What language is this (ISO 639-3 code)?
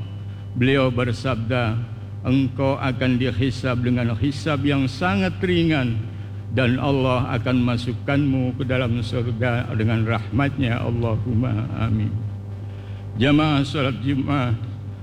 ind